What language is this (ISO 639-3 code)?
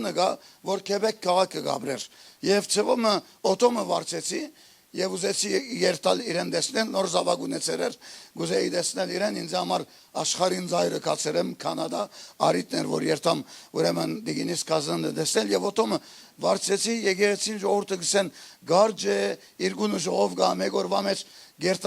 hyw